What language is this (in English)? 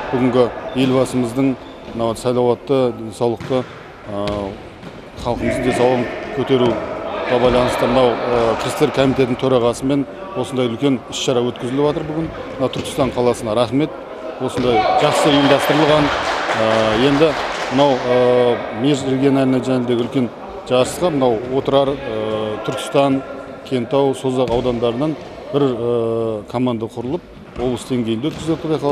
Kazakh